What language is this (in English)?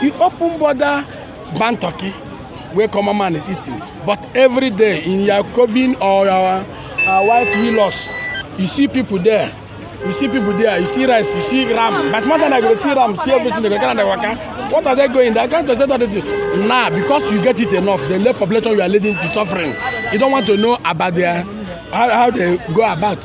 Nigerian Pidgin